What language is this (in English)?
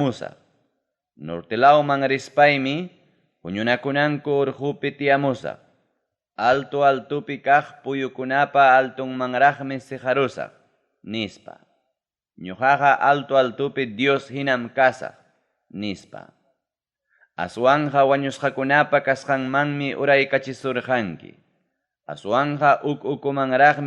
Ayacucho Quechua